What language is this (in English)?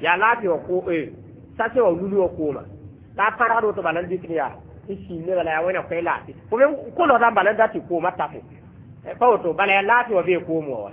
Mossi